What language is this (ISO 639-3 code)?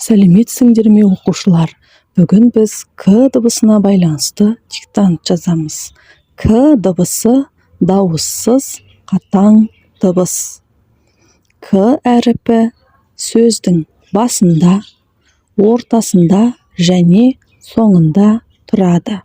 kaz